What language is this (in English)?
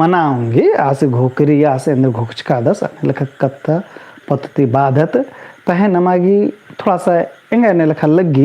Kurukh